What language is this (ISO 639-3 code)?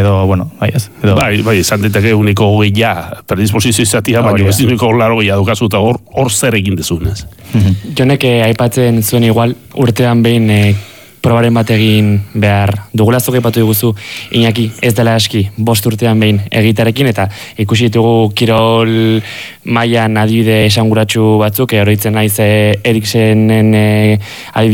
eus